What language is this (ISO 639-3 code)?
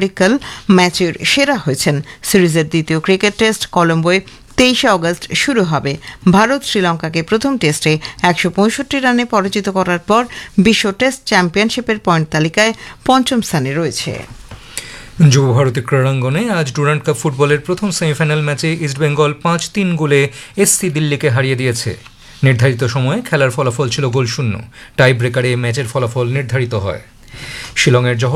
ben